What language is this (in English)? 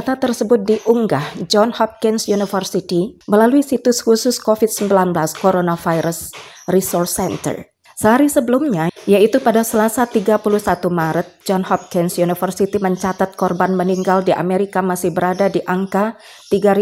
Indonesian